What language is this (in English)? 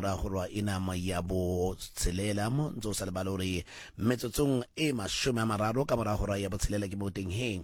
Southern Sotho